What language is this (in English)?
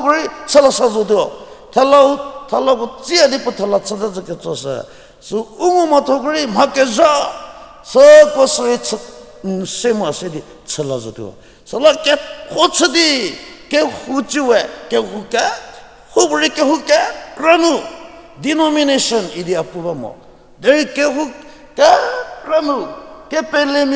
Angami Naga